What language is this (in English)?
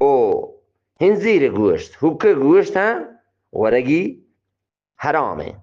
Eastern Balochi